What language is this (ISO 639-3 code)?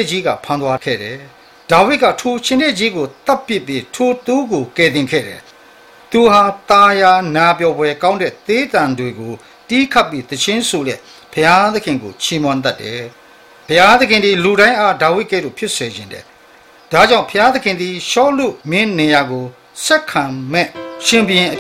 mya